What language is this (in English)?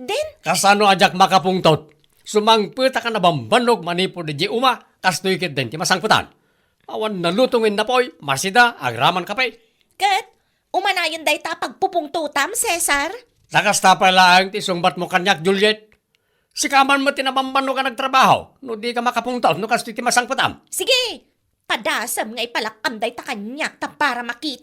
Iloko